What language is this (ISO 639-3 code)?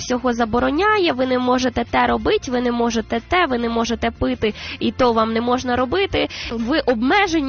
ukr